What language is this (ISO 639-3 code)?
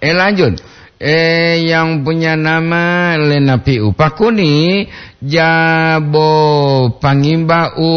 gor